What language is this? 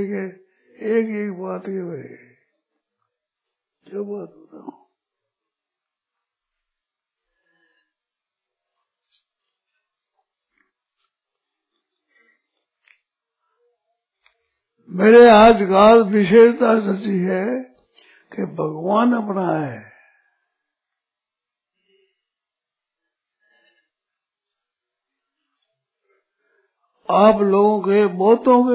Hindi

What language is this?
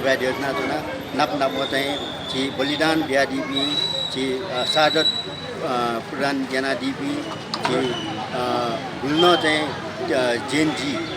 Newari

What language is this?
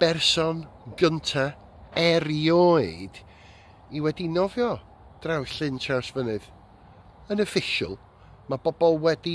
Welsh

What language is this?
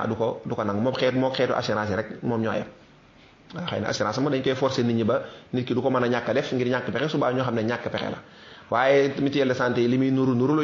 Wolof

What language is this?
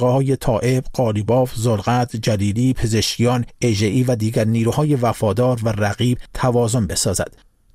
Persian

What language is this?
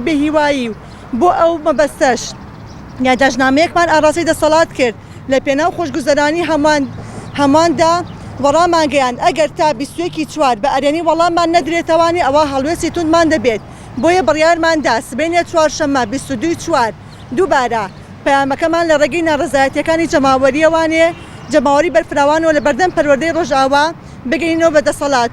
Central Kurdish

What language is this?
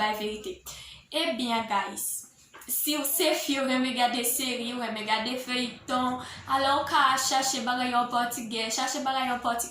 Haitian Creole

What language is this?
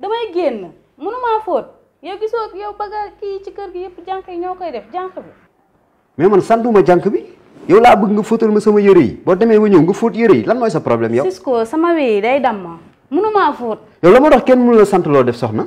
Wolof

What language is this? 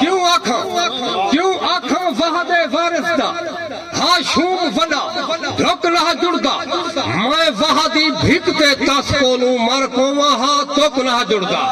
Saraiki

